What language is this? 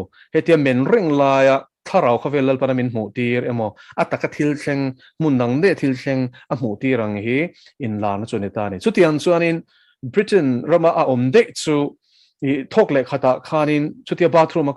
Mizo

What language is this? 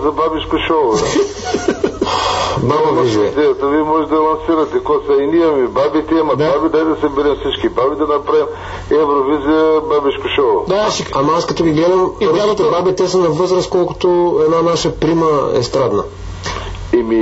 Bulgarian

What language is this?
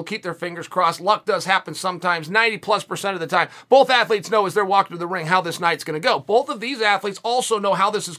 English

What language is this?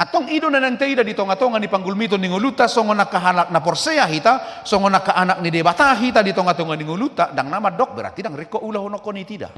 Batak Toba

